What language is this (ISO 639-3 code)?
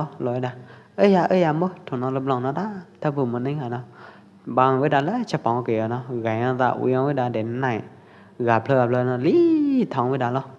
kjp